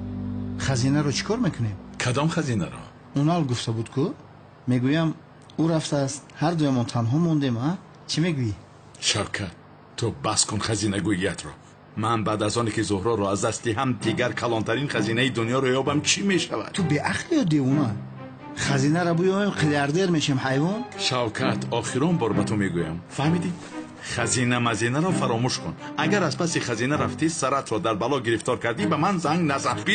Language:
Tajik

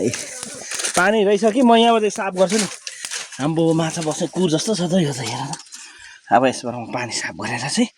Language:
Nepali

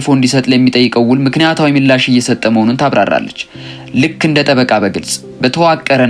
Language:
Amharic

